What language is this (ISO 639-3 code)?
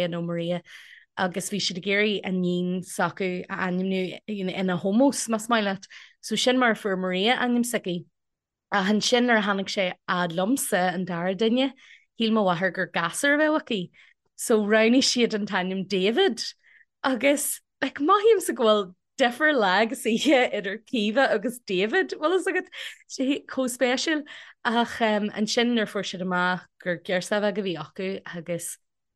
gle